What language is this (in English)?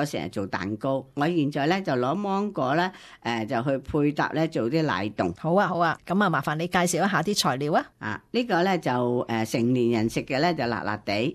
Cantonese